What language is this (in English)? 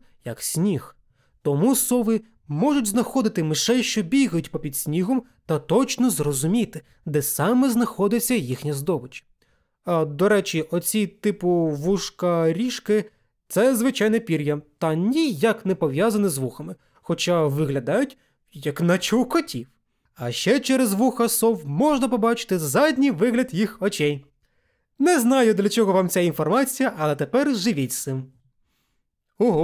Ukrainian